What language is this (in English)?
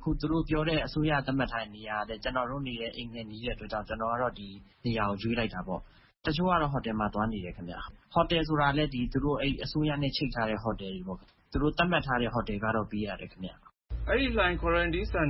Burmese